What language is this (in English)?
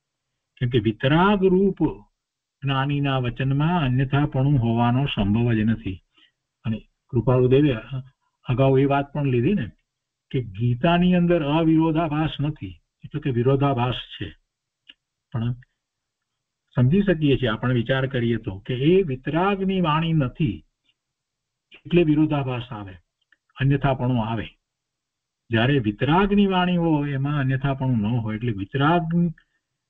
Gujarati